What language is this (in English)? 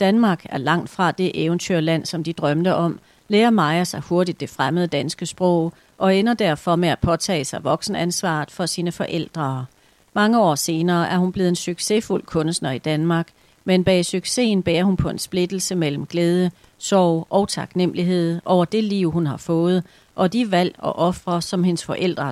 Danish